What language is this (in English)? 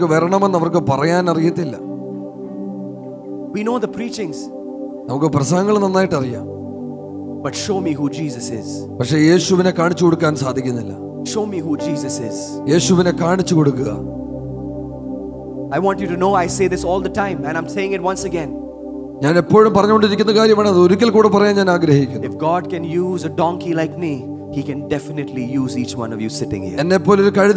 Malayalam